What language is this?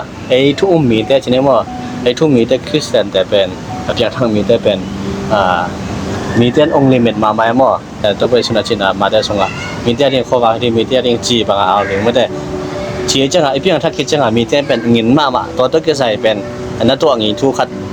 Tedim Chin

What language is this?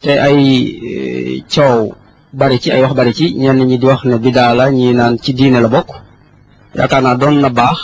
Wolof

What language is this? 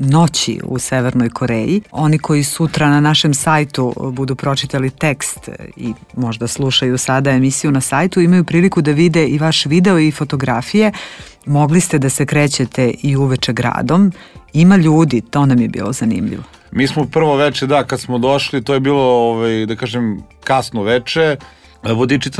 Serbian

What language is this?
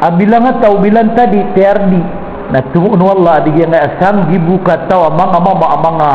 Maranao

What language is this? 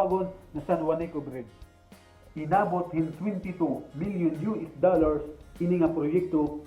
Waray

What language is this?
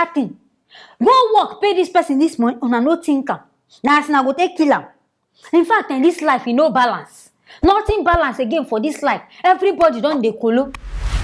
Nigerian Pidgin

